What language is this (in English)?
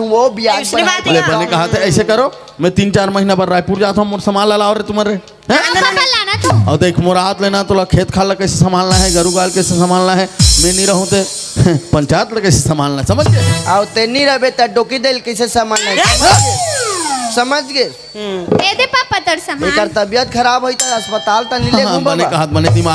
Chhattisgarhi